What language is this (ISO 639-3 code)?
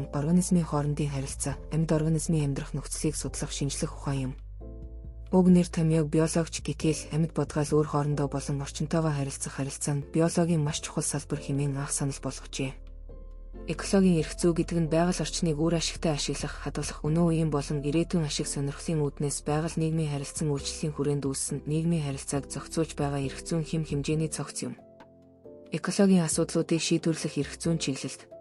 mon